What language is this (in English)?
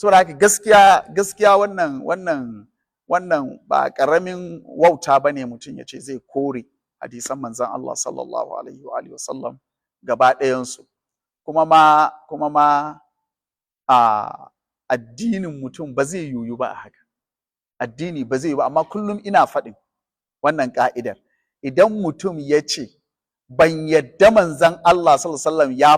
Hausa